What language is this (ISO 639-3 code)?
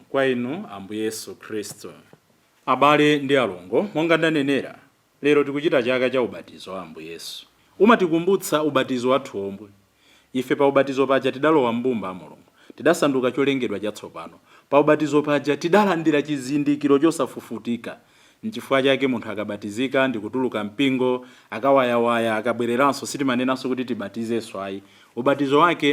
nya